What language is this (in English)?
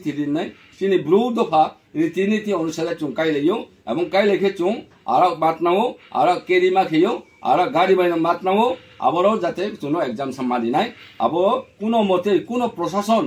Riang (India)